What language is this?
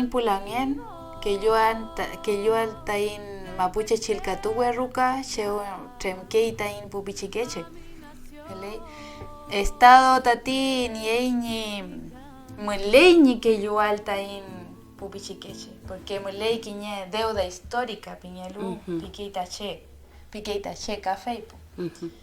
Mapuche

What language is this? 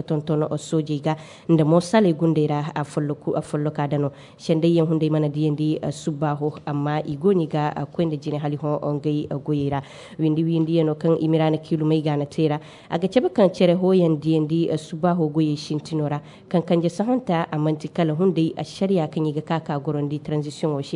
Zarma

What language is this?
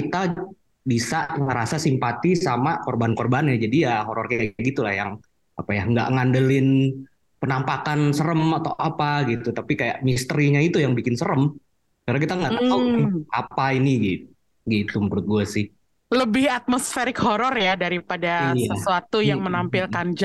Indonesian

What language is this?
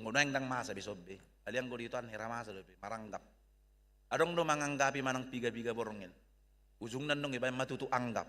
Batak Toba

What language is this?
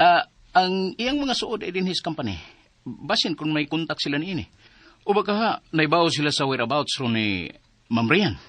Cebuano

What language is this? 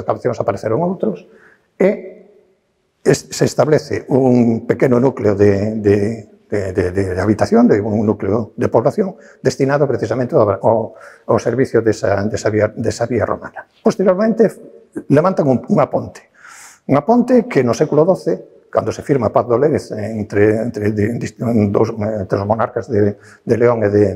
Galician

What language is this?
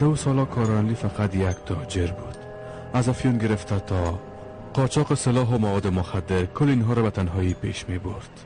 Persian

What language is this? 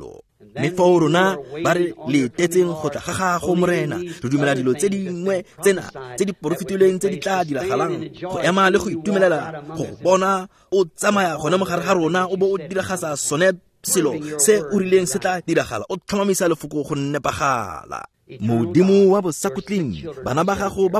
Tswana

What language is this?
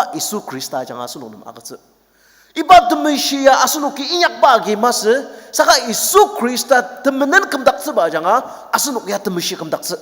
Ao Naga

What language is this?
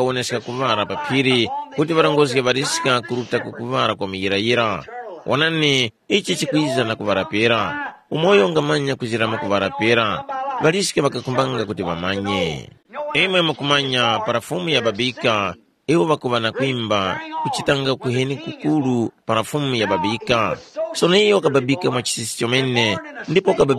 Tumbuka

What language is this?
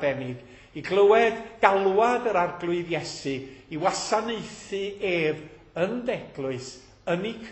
Welsh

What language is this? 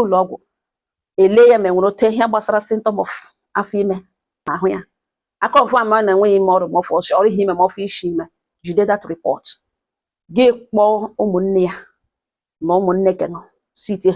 Igbo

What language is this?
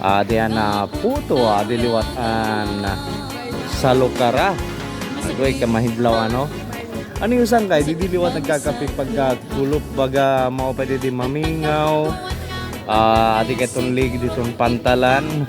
Waray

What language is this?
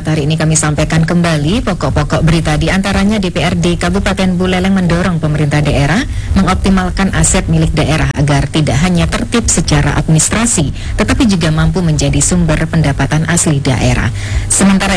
Indonesian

